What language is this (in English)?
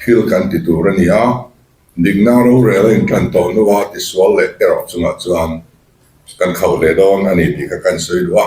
Mizo